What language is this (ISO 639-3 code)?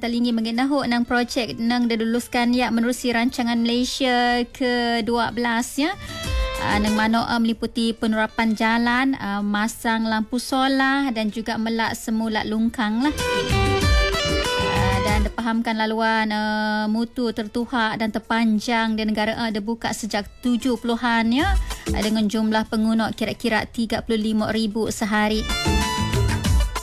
msa